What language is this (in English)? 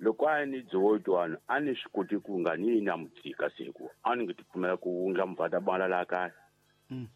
Tsonga